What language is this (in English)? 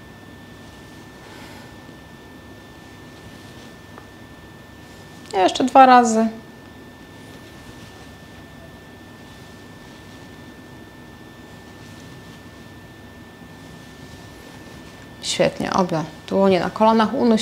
Polish